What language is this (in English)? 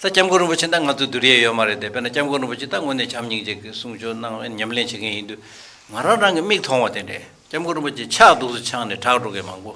Tibetan